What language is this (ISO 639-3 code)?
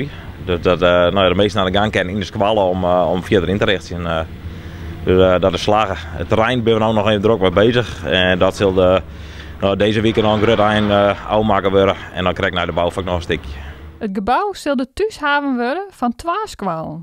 fry